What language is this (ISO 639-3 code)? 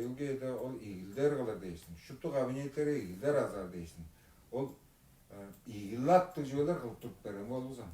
tyv